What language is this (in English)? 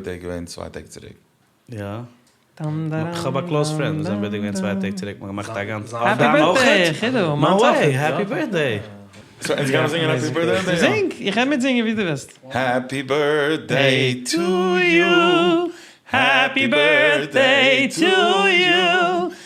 Yiddish